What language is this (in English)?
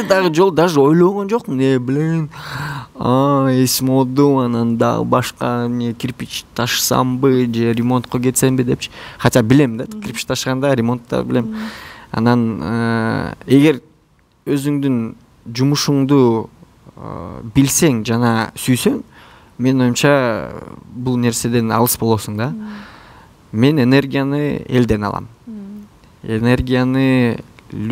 Kyrgyz